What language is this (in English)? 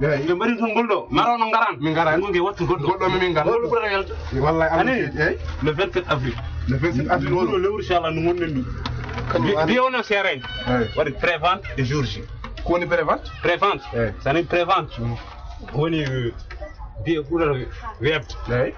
Fula